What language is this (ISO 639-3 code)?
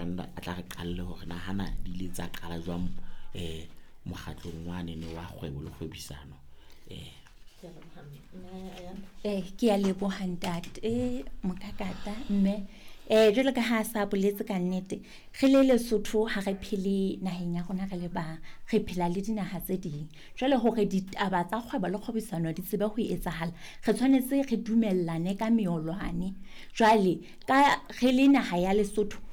sot